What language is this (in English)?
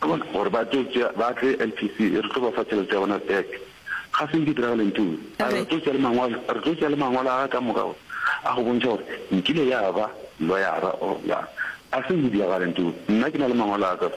Northern Sotho